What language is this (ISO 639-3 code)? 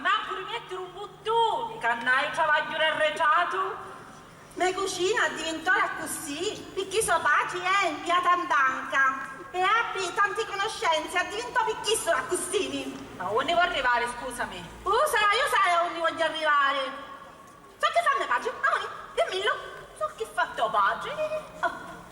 scn